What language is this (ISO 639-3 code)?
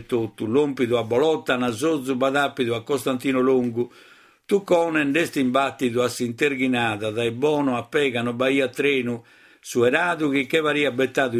srd